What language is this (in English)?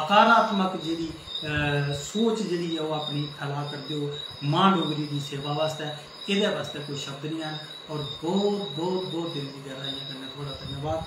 Dogri